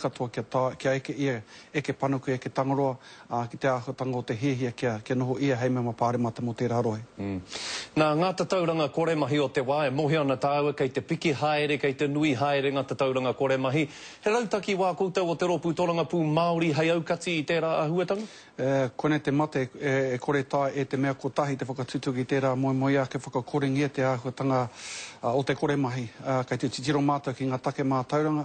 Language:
Māori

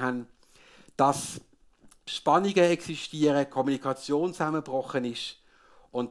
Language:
Swiss German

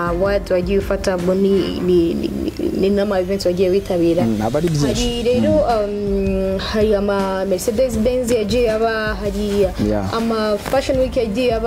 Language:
Kinyarwanda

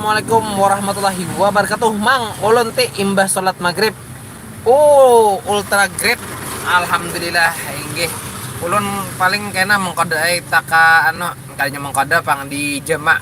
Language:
Banjar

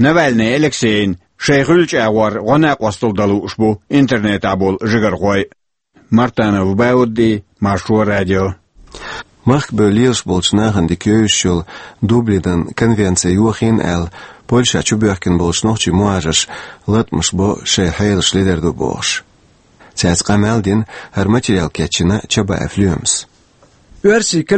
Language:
Chechen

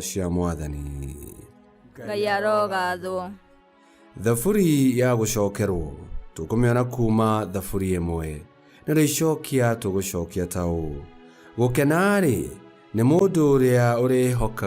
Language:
Kikuyu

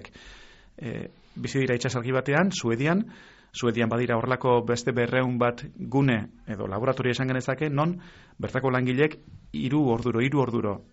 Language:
Basque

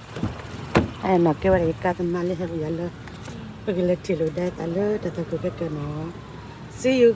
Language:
S'gaw Karen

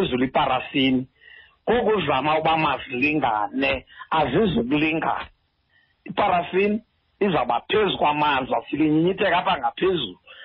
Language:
Xhosa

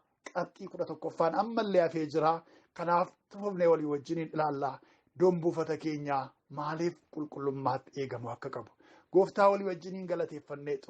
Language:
Oromo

